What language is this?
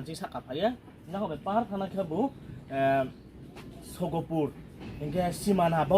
Riang (India)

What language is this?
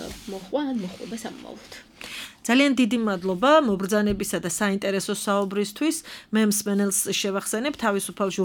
Georgian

